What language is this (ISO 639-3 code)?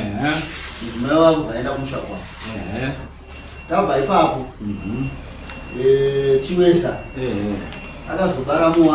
sna